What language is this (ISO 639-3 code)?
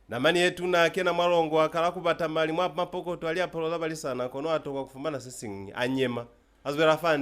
loz